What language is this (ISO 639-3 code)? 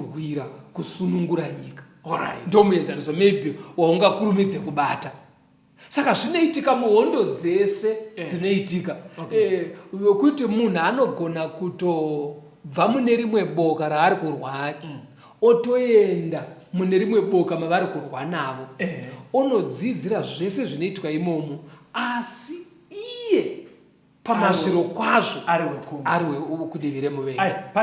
sna